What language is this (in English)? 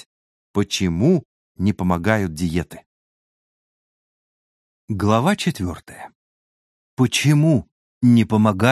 Russian